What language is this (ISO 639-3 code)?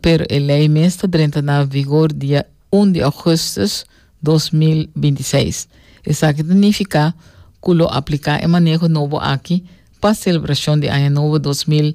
pap